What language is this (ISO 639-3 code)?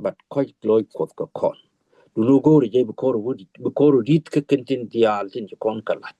nus